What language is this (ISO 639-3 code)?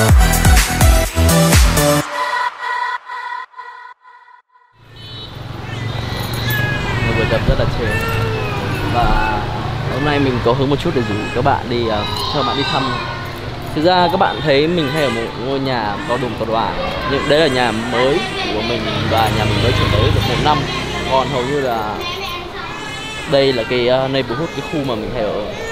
vie